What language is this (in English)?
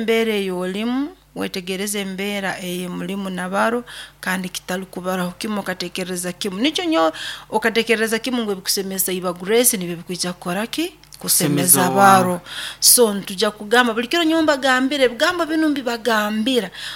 Nyoro